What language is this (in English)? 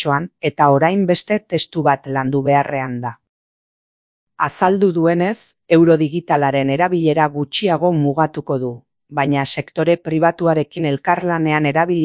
Basque